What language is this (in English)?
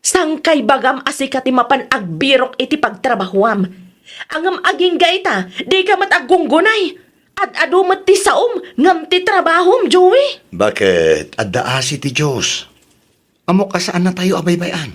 Iloko